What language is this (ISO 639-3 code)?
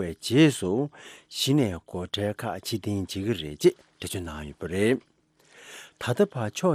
bod